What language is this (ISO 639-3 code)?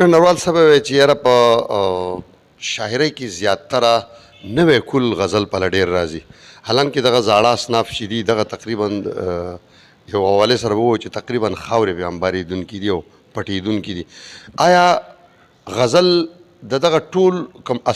pus